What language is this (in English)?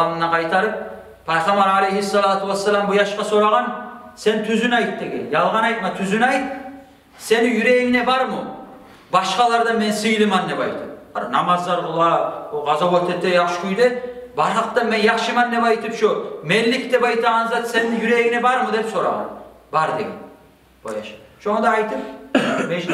Kumyk